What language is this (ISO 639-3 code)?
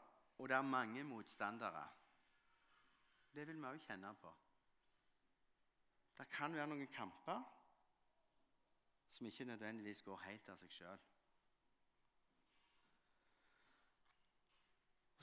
nor